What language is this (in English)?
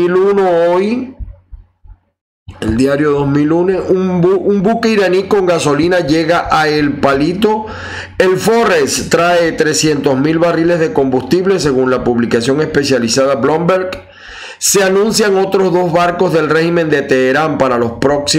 Spanish